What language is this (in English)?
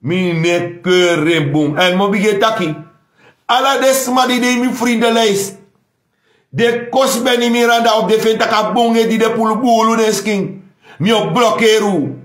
Sranan Tongo